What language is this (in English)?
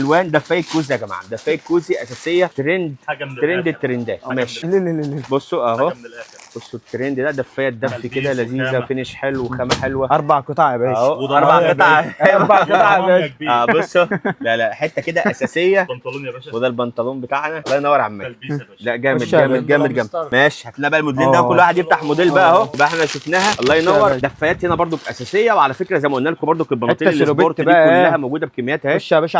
Egyptian Arabic